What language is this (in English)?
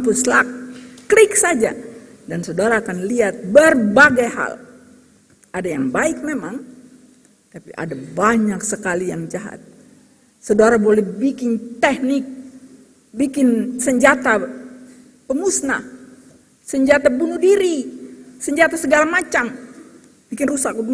Ambonese Malay